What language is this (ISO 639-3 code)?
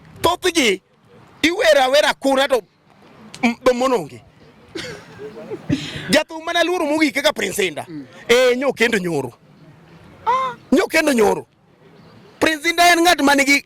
luo